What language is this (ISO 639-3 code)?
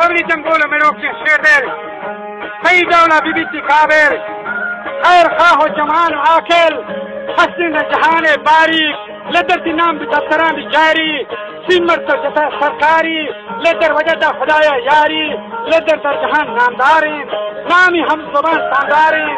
bal